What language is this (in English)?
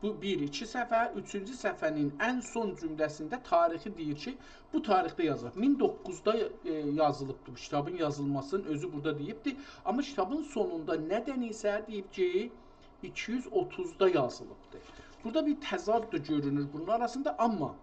South Azerbaijani